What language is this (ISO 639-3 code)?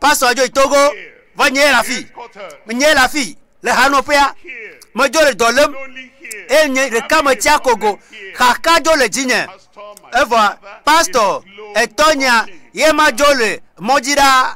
ewe